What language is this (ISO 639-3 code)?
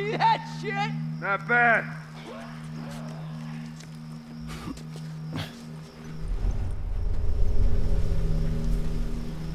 eng